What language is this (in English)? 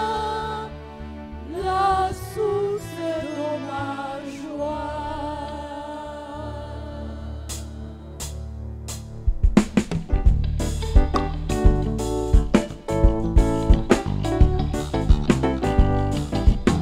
Kinyarwanda